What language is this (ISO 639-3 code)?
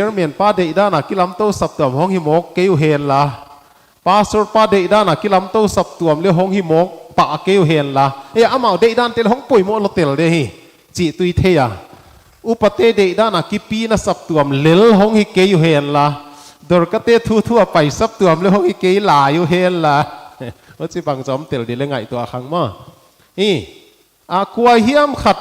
pck